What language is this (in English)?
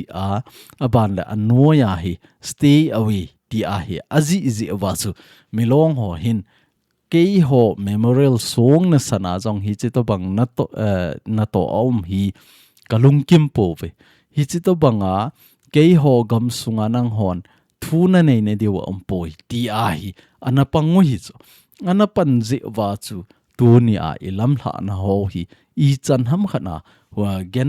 Thado Chin